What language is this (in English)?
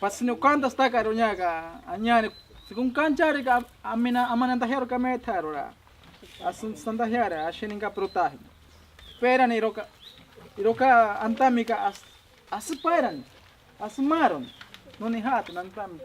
Ashéninka Perené